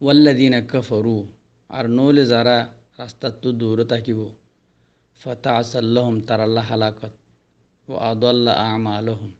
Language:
Rohingya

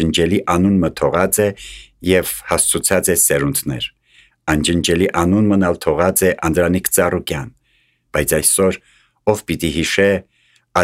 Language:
Armenian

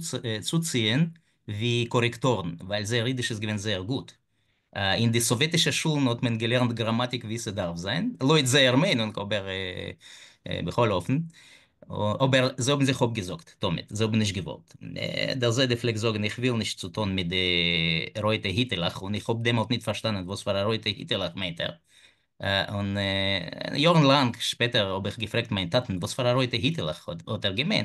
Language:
Yiddish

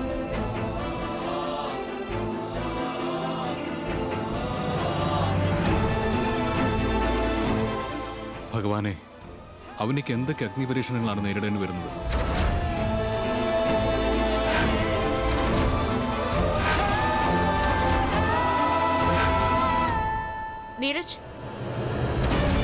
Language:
Malayalam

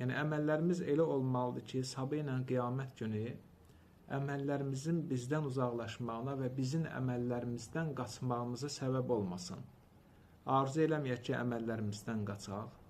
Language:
Azerbaijani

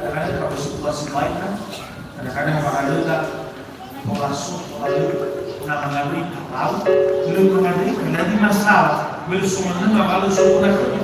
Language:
Nias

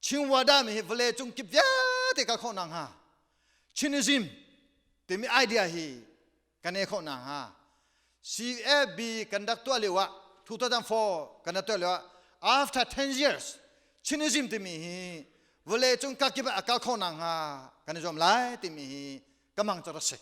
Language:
Hakha Chin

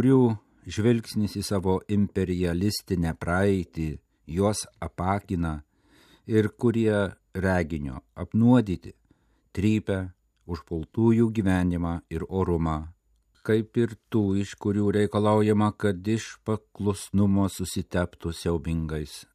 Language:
Lithuanian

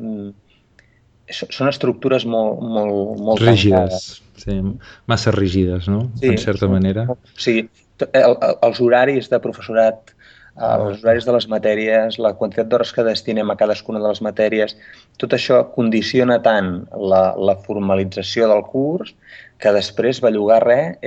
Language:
Catalan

